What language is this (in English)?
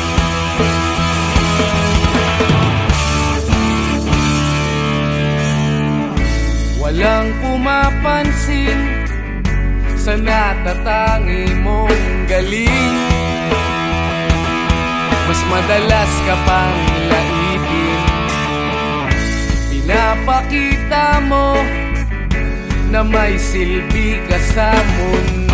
Filipino